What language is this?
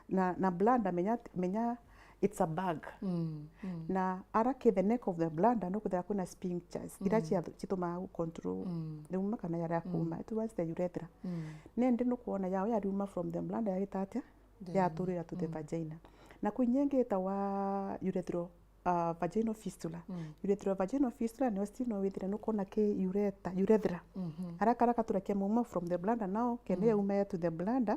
Meru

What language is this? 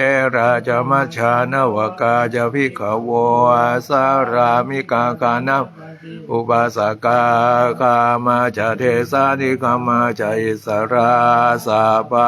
Pali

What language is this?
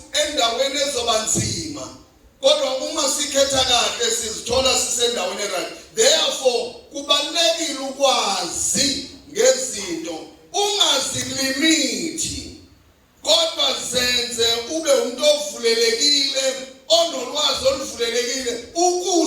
Zulu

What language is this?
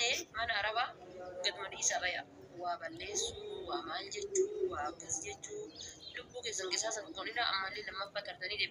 Oromo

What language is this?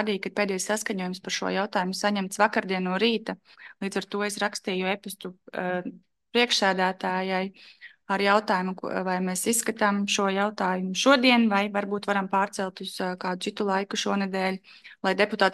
Latvian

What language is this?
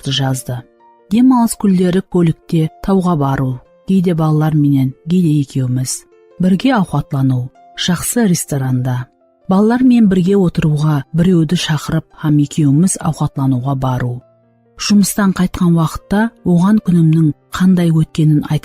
Kara-Kalpak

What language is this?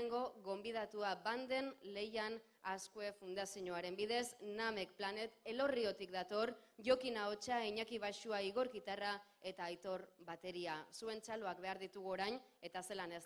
Basque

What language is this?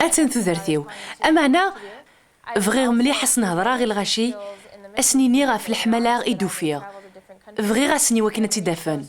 Kabyle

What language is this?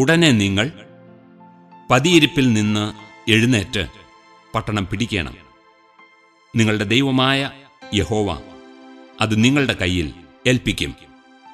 Malayalam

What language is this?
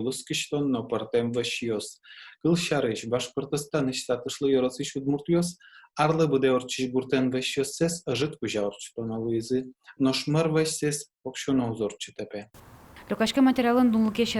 Udmurt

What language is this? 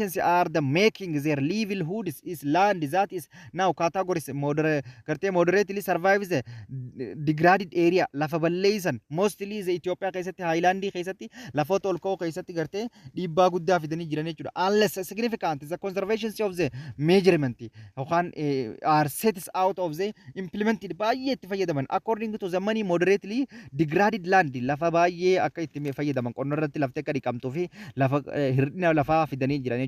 Oromo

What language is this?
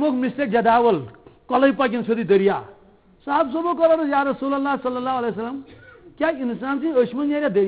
Kashmiri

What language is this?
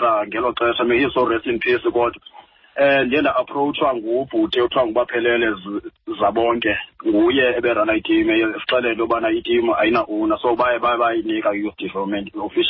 Xhosa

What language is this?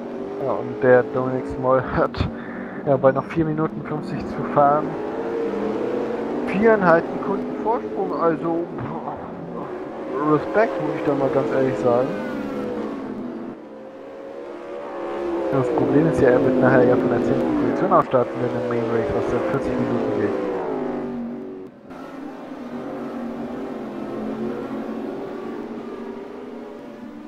German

